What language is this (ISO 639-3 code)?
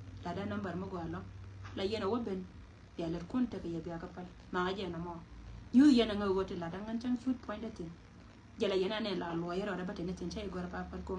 nus